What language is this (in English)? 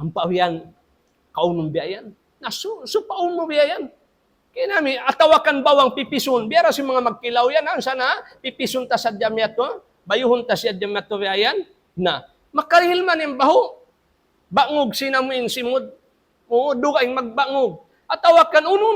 Tausug